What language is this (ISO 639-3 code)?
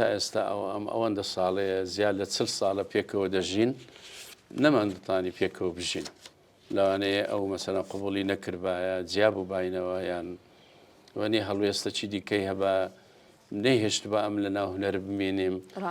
ckb